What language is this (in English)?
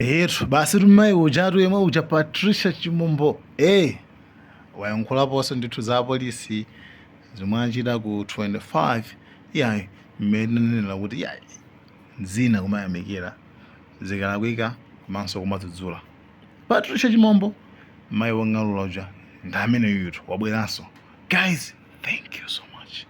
Nyanja